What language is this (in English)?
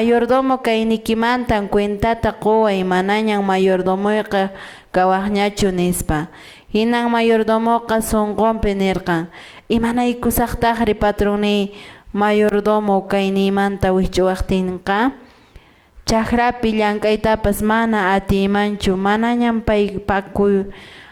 Quechua